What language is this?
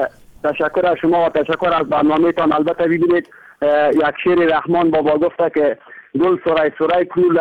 Persian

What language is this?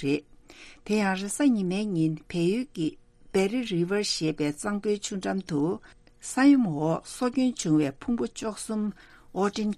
Tibetan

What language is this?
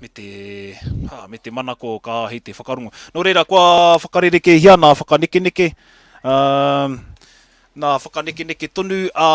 Māori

